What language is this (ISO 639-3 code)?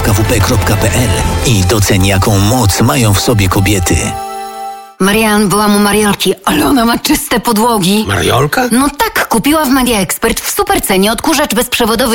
pol